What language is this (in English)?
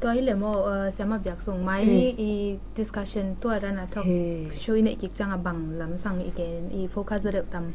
Tedim Chin